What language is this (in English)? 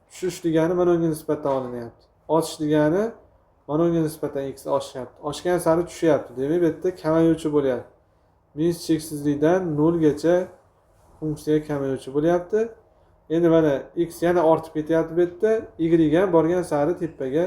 Uzbek